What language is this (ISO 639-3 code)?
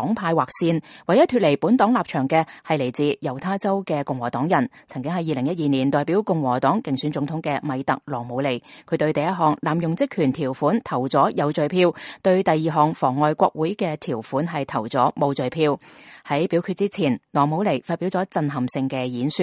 yue